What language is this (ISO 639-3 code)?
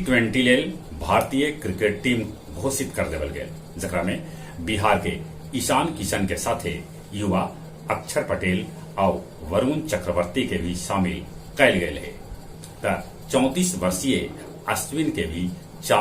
mag